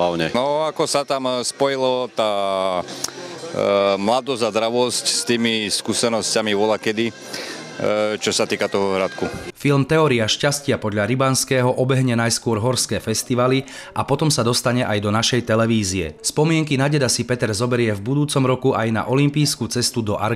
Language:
Slovak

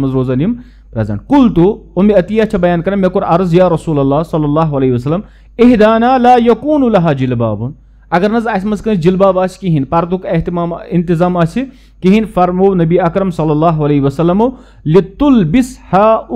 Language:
Kashmiri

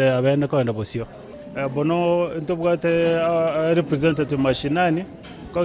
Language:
Gusii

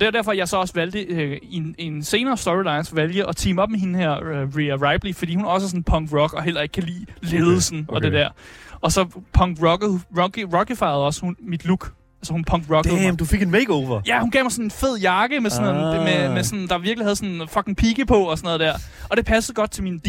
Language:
Danish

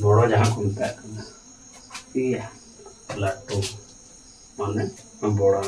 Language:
Santali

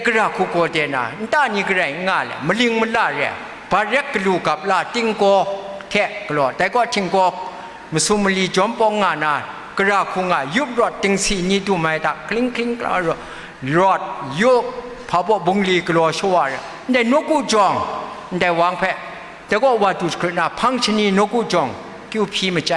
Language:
Kachin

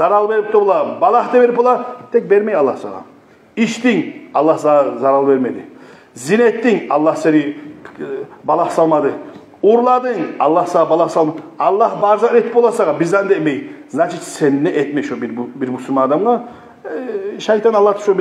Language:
Kumyk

